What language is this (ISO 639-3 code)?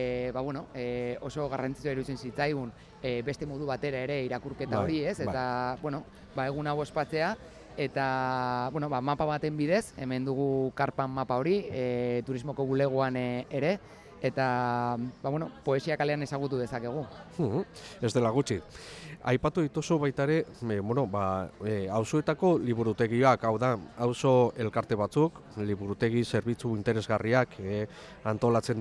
eus